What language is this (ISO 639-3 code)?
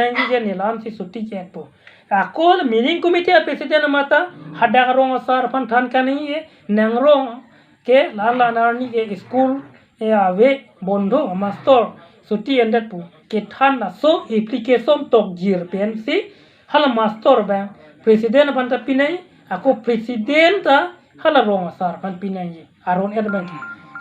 mjw